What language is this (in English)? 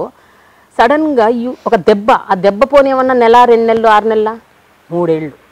Telugu